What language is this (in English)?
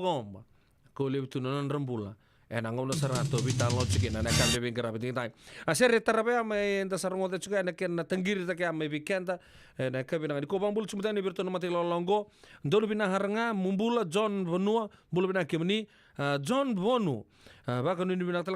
Fijian